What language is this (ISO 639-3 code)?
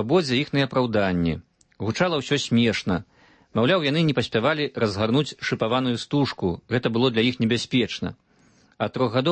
bel